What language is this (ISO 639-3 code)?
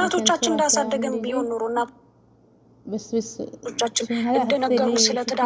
amh